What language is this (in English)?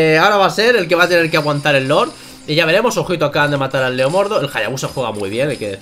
Spanish